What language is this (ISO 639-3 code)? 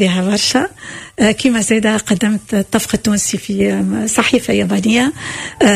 aeb